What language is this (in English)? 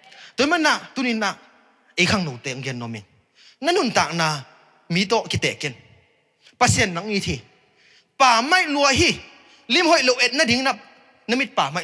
Tedim Chin